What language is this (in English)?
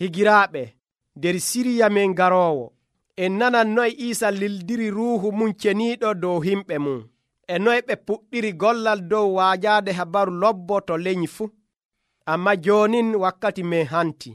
Nigerian Fulfulde